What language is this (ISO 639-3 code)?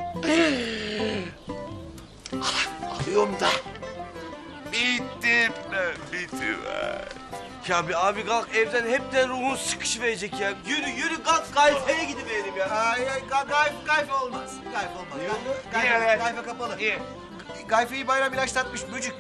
tur